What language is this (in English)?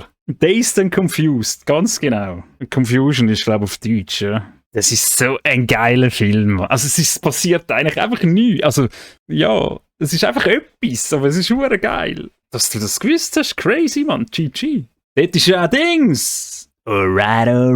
Swiss German